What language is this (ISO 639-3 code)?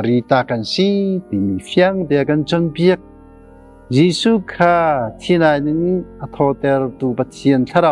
cnh